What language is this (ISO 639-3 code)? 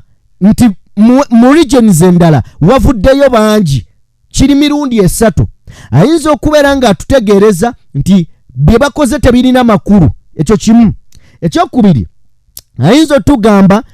lug